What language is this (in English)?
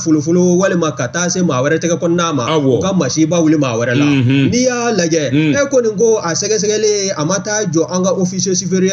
Bambara